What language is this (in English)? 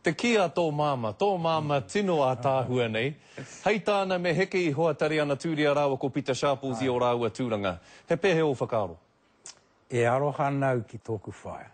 Māori